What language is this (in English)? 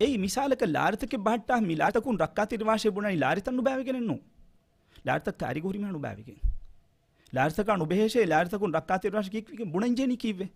Divehi